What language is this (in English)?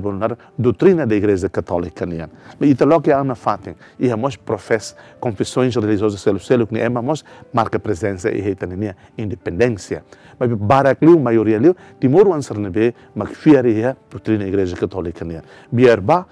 Tetum